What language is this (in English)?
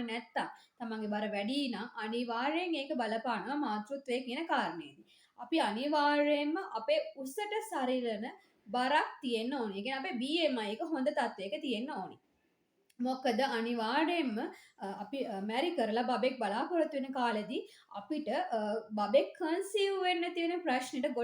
Sinhala